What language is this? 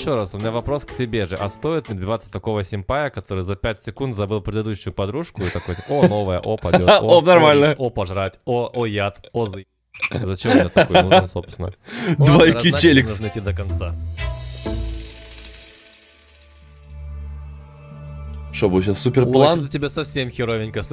Russian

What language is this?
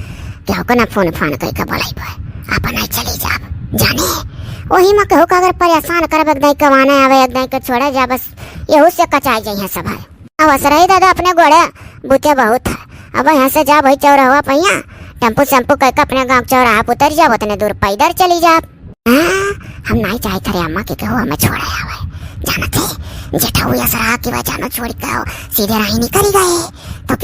Awadhi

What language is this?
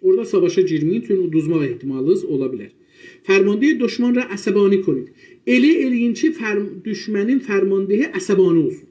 South Azerbaijani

